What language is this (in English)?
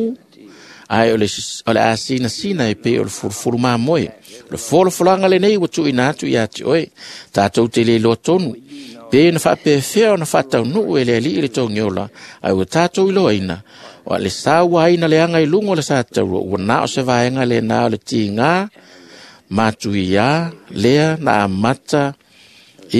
Samoan